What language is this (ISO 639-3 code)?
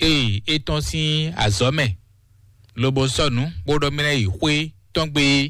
fon